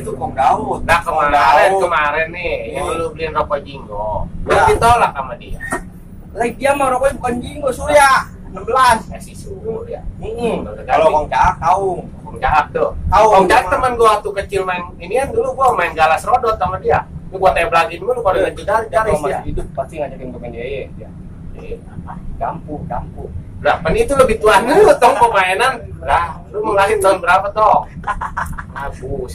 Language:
Betawi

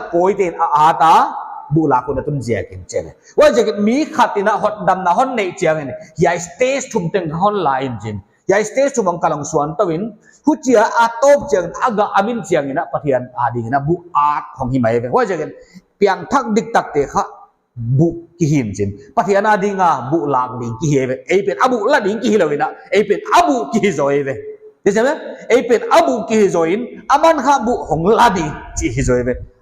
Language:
Paite Chin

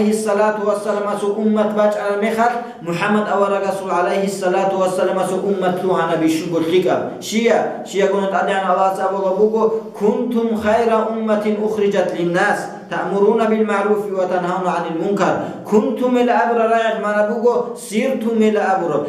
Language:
Avaric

